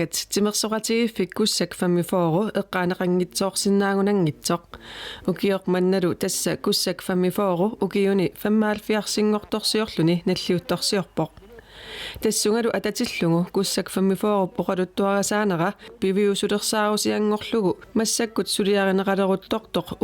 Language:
Kalaallisut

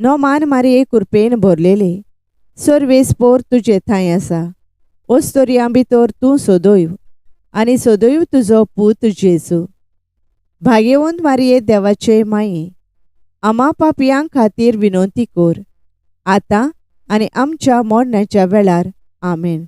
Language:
Konkani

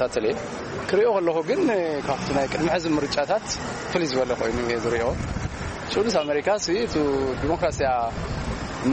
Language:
Tigrinya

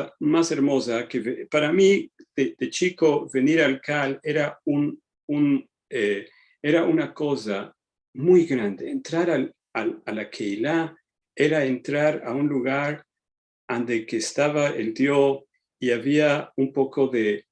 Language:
Ladino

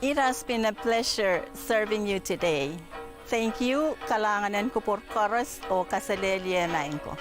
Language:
Pohnpeian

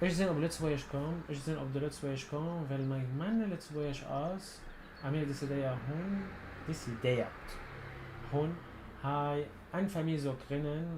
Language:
North Levantine Arabic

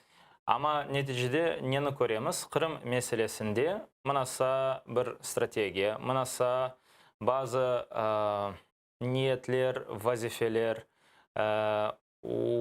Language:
Crimean Tatar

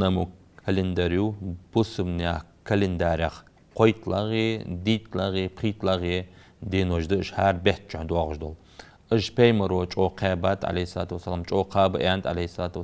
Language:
Ingush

